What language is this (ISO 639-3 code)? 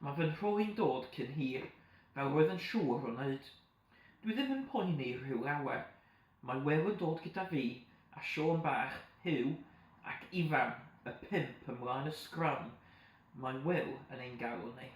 cym